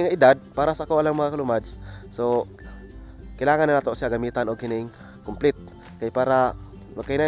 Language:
Cebuano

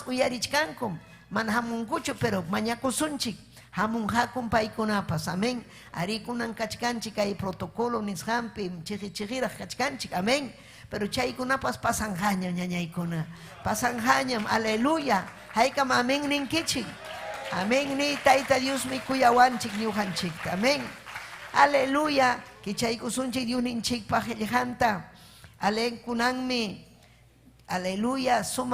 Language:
Ayacucho Quechua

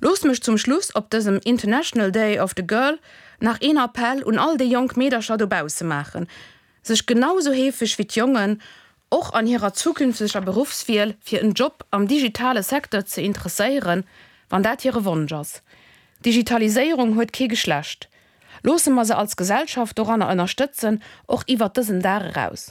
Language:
Luxembourgish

